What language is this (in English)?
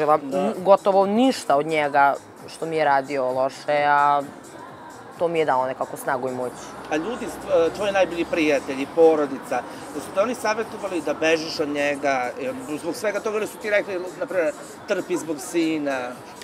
Serbian